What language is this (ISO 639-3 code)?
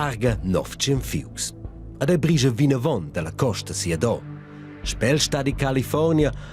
roh